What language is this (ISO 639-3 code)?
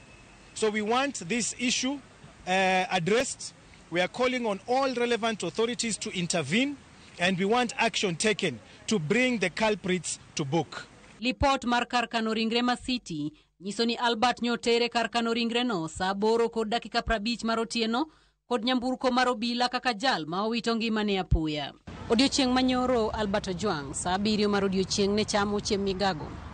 luo